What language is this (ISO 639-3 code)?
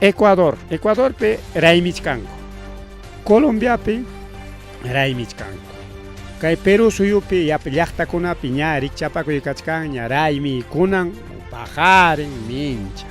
quy